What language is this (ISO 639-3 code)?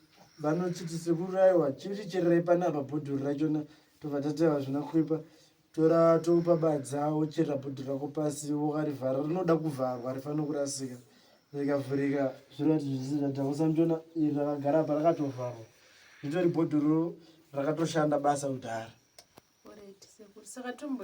sna